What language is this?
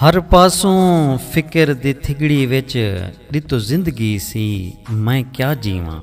Saraiki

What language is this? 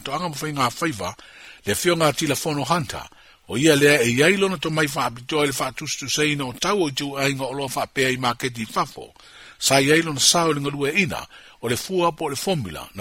Samoan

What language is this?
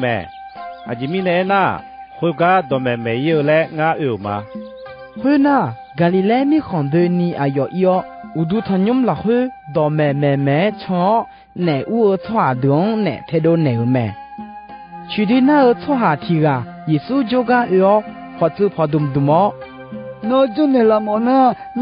Akha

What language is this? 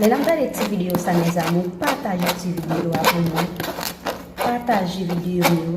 Haitian Creole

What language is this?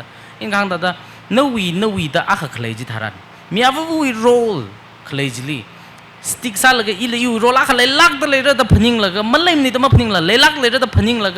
Tangkhul Naga (India)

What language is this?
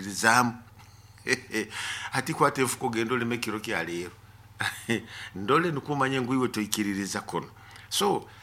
Nyoro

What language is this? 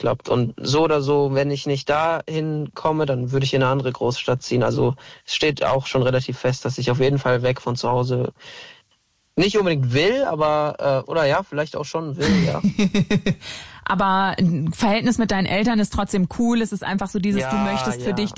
German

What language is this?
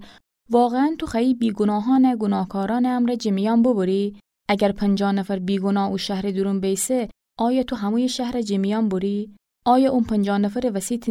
Gilaki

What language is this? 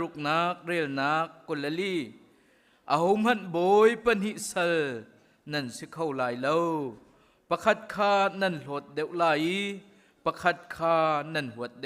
Hakha Chin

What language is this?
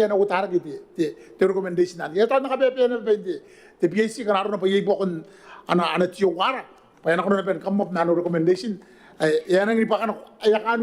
Gilbertese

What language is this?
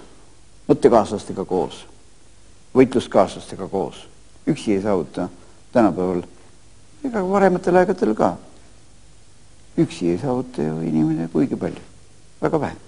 Estonian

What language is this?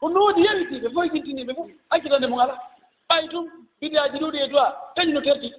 Fula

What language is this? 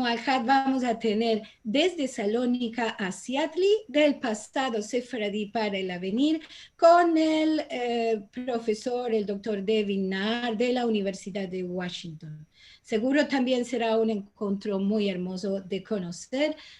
Ladino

